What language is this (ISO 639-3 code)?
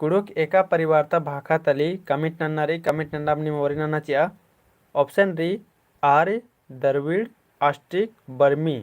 kru